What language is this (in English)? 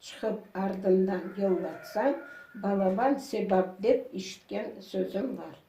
Crimean Tatar